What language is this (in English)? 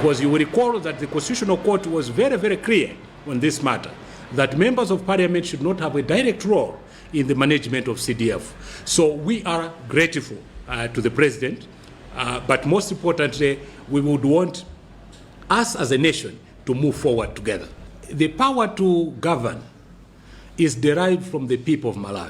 English